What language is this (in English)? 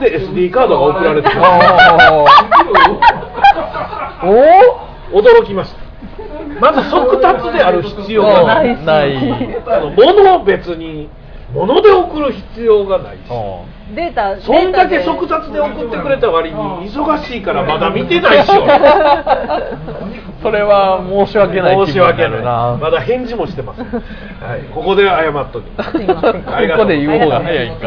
Japanese